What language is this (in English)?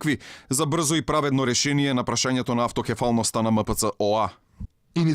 Macedonian